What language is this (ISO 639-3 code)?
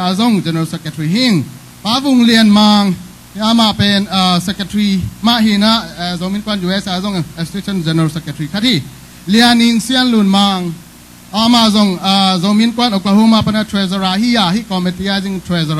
ctd